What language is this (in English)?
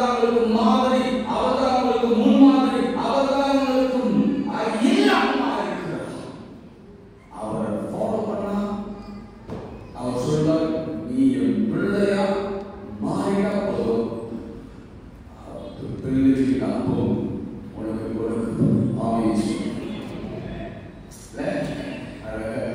Tamil